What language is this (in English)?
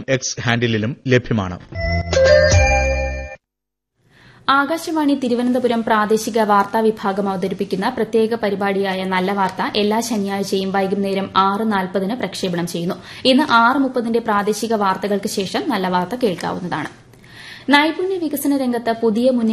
Malayalam